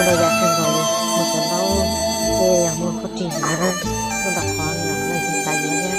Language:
Hmong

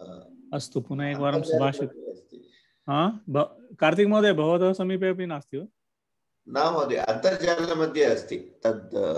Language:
Sanskrit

